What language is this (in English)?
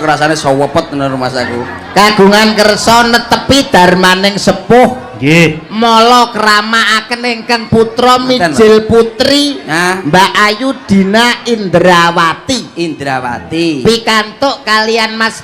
Javanese